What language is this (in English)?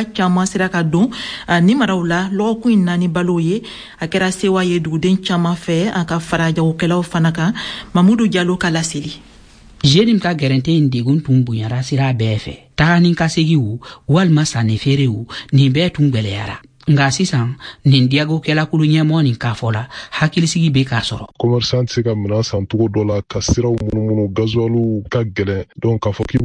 Bambara